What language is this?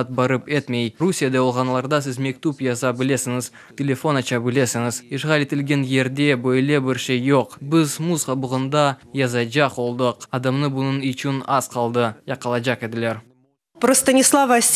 Crimean Tatar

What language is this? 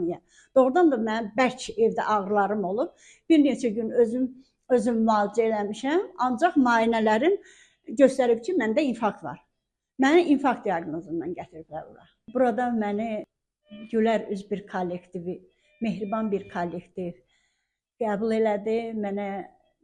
Azerbaijani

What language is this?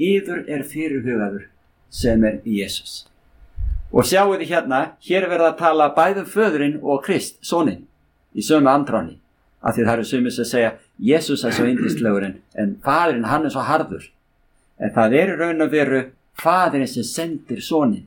Icelandic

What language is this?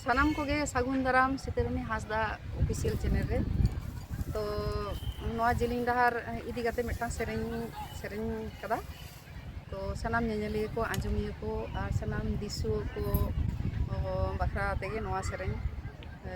Santali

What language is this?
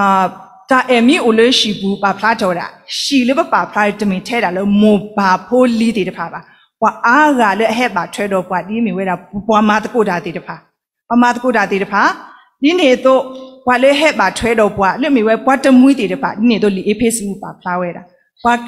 S'gaw Karen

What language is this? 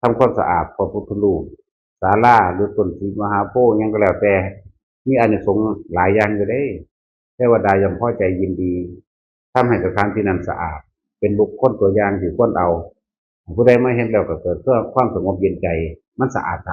Northeastern Thai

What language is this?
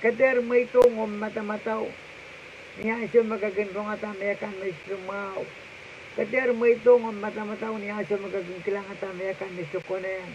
Pohnpeian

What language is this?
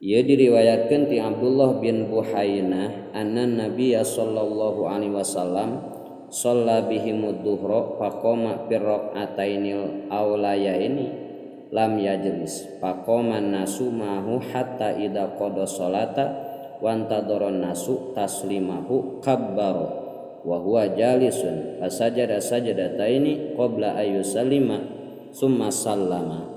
Sundanese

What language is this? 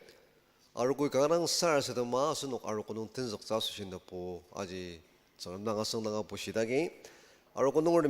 Ao Naga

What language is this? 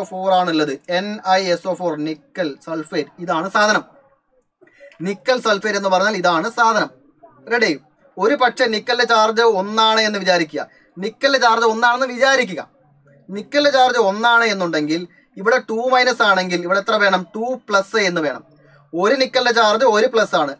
Malayalam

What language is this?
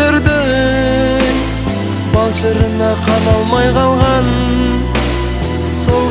Kazakh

